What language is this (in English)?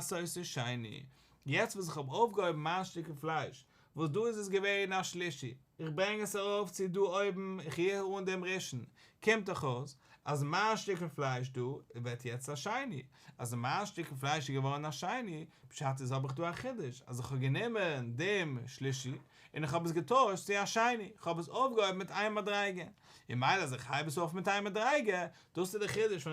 Yiddish